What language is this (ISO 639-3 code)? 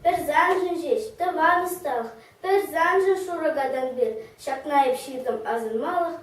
chv